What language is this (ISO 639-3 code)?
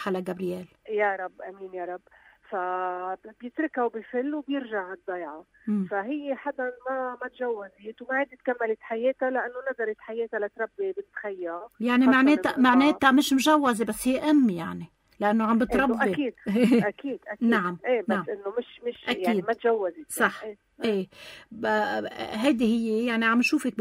apc